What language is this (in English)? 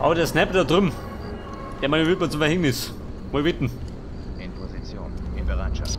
Bavarian